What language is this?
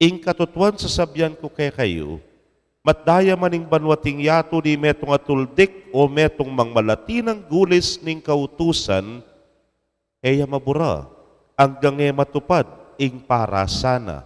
Pampanga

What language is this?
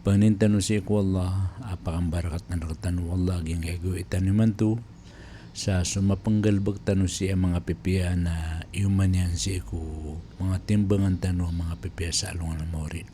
Maranao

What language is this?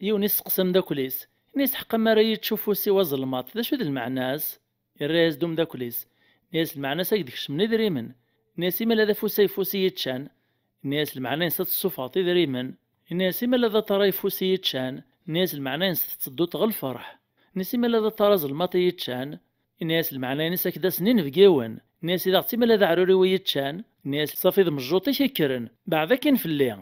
Kabyle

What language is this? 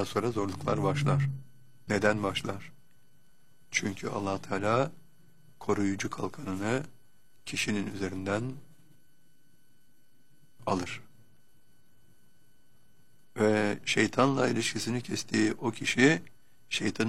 Turkish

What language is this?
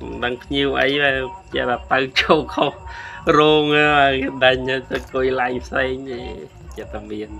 Khmer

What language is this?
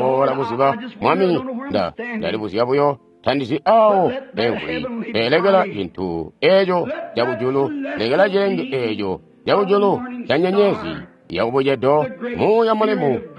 Tonga (Zambia)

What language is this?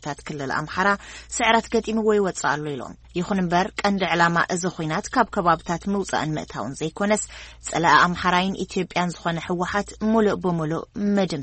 Tigrinya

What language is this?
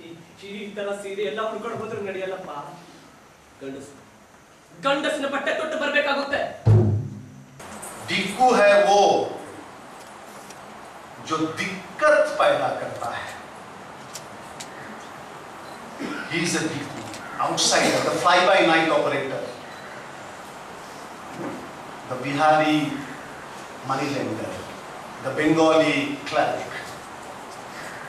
Kannada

